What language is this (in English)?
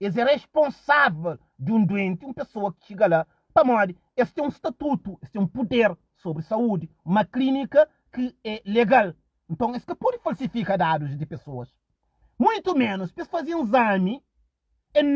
Kabuverdianu